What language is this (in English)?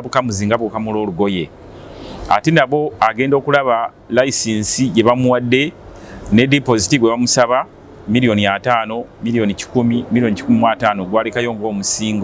Ganda